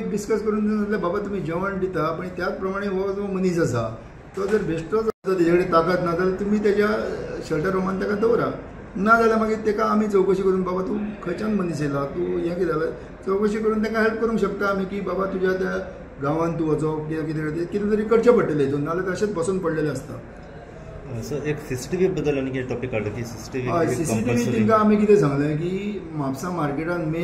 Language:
Konkani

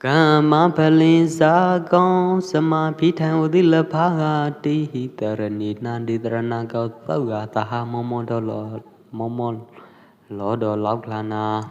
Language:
Pwo Eastern Karen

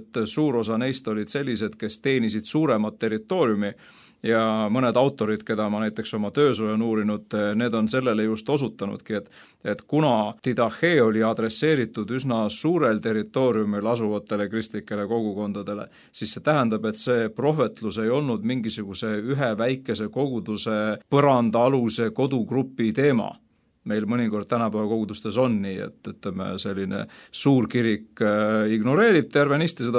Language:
Estonian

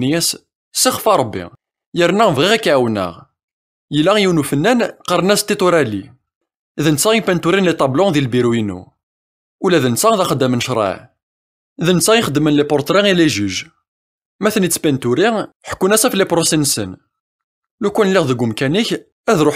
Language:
Kabyle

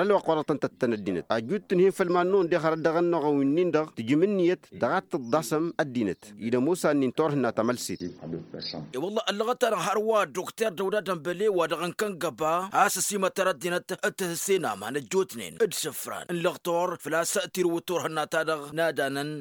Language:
Tamasheq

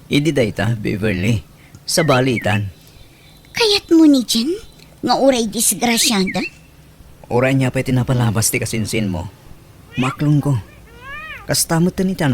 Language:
Iloko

